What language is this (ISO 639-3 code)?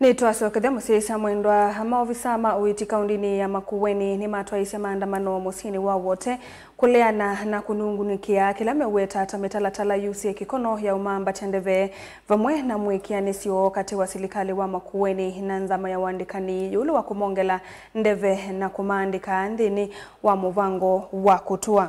kam